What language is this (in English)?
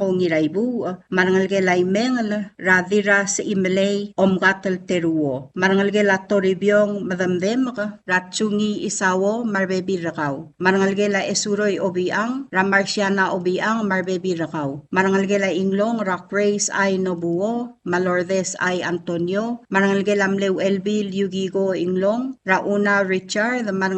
Palauan